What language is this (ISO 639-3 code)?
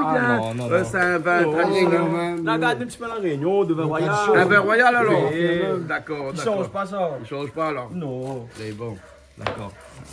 rcf